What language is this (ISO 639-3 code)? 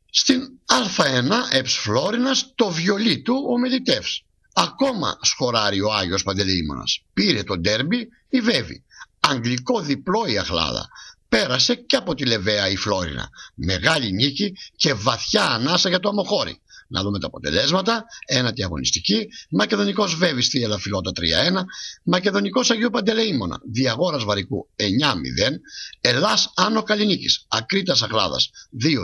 ell